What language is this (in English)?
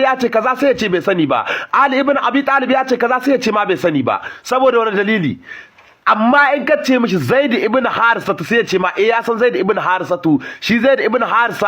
Hausa